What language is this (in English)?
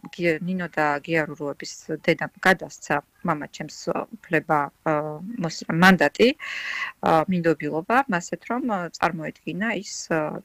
Georgian